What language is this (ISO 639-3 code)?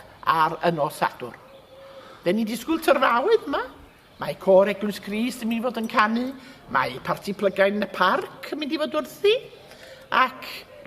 cym